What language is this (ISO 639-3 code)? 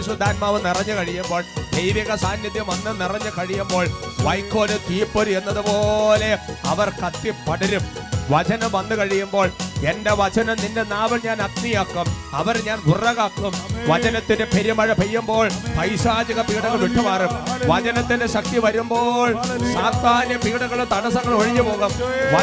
mal